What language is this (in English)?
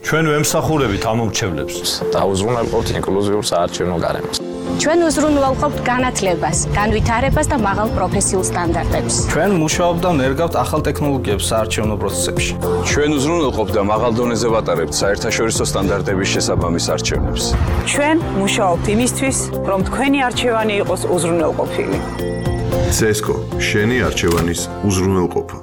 Georgian